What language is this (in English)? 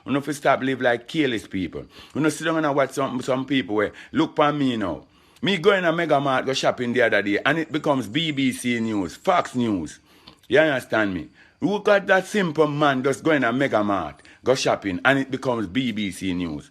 Jamaican Creole English